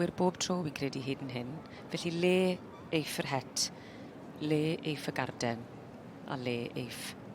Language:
Welsh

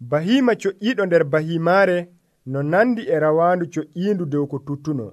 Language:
Nigerian Fulfulde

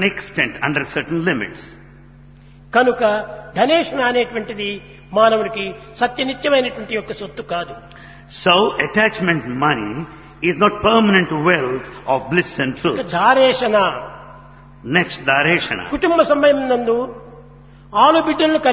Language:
Telugu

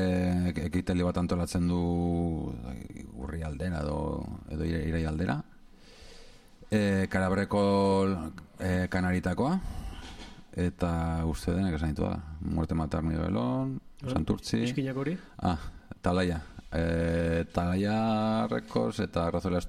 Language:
Basque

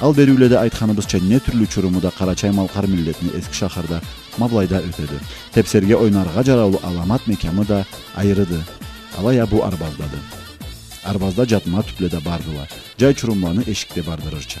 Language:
Karachay-Balkar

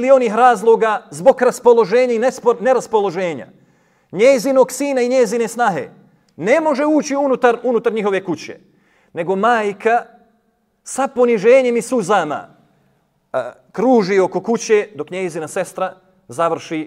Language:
Bosnian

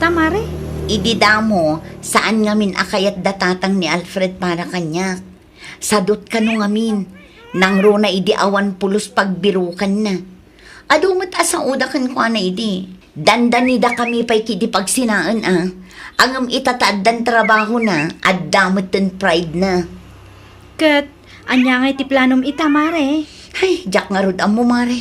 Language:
Iloko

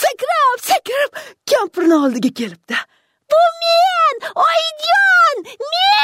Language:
Uzbek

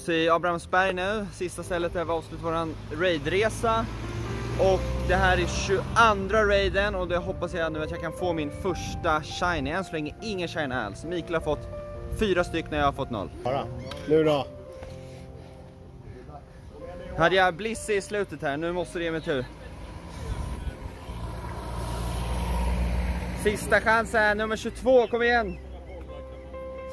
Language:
Swedish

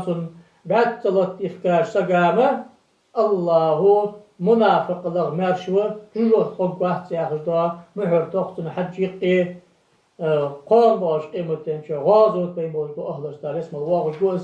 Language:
Ingush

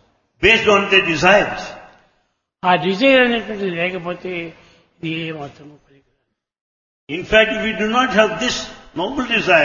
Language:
Telugu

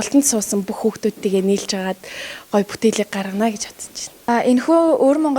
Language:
Mongolian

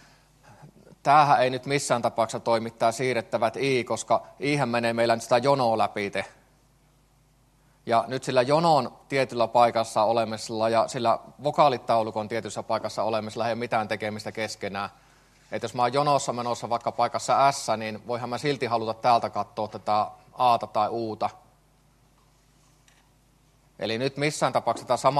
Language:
Finnish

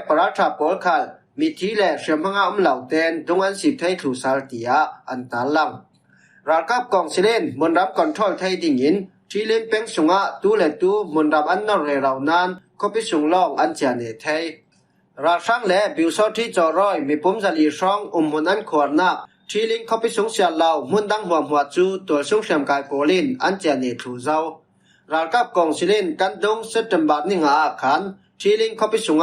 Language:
Falam Chin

